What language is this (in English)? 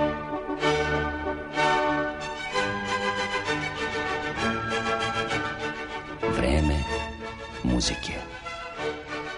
Serbian